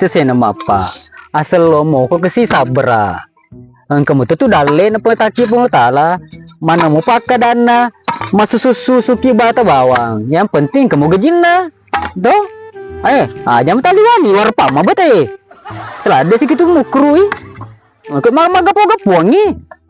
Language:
Buginese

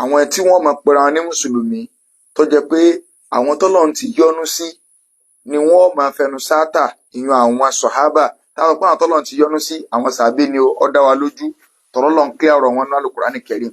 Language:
Yoruba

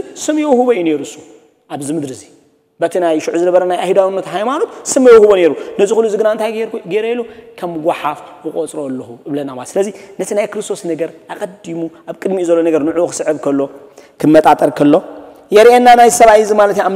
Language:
Tigrinya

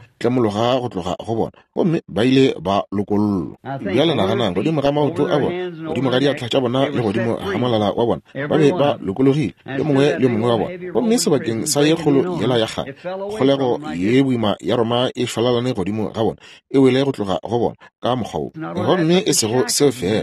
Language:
Northern Sotho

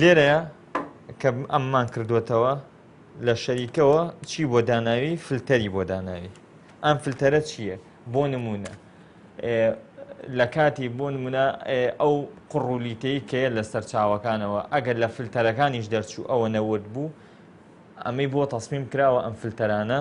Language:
Central Kurdish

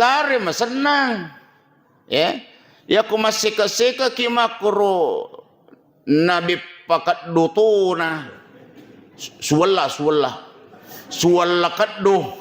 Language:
Buginese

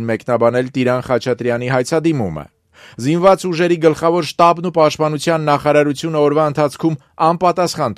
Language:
Armenian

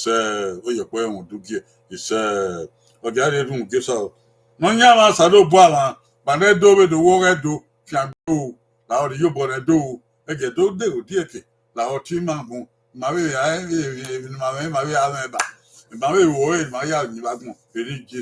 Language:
Bini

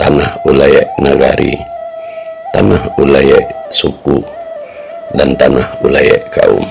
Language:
Minangkabau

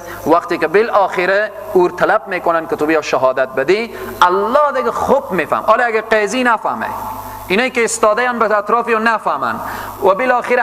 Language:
Persian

